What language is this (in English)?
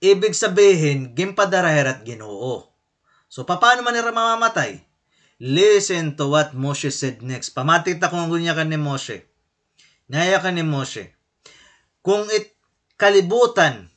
Waray